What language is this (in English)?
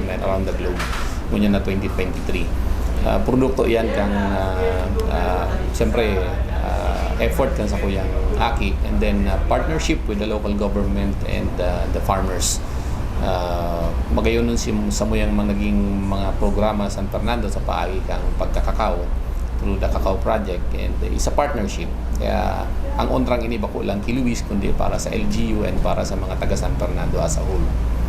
Bikol